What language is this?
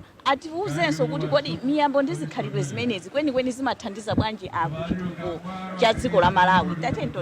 Nyanja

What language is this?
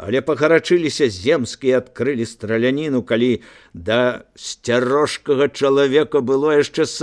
Belarusian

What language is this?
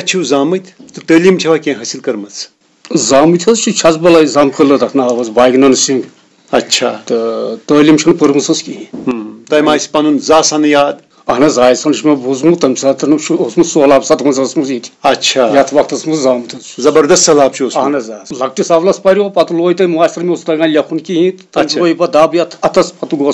Kashmiri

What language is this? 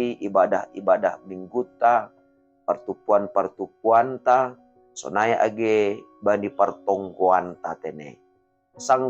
Batak Simalungun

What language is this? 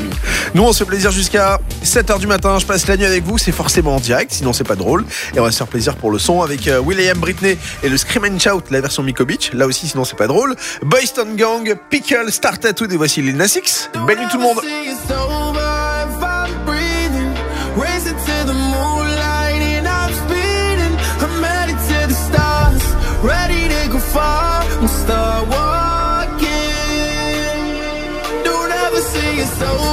French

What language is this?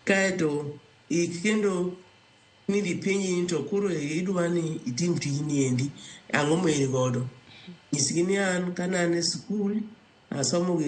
Luo (Kenya and Tanzania)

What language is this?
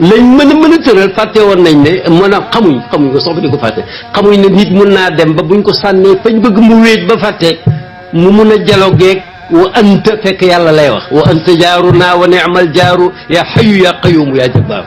Wolof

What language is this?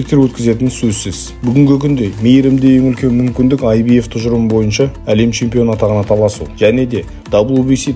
Kazakh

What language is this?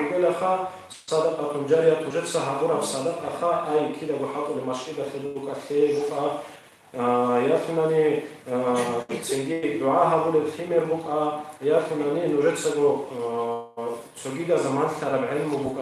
Avaric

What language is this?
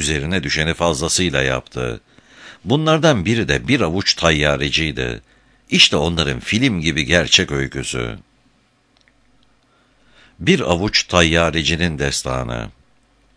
Turkish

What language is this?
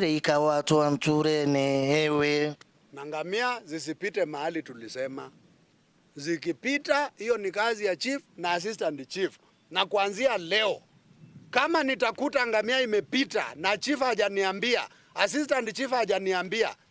Meru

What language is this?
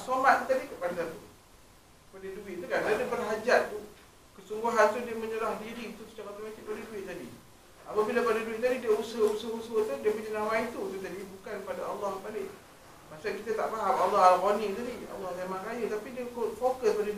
Malay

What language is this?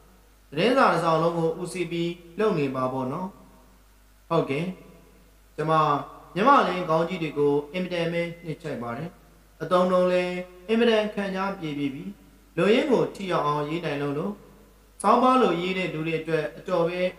Burmese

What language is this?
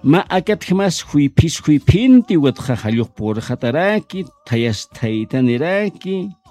Aymara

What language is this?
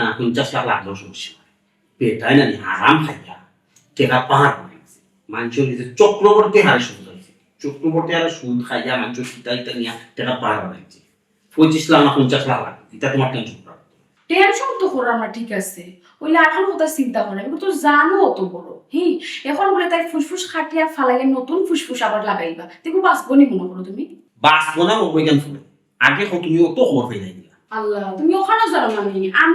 Sylheti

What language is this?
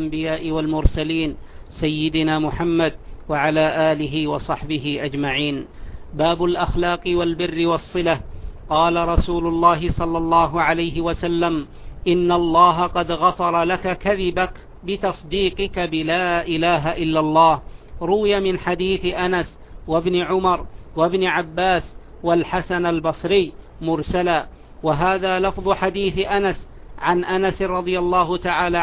Arabic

